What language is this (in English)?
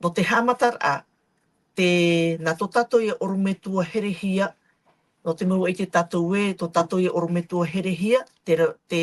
Tahitian